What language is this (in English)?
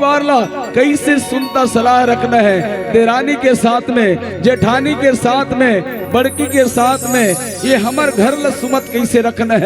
Chhattisgarhi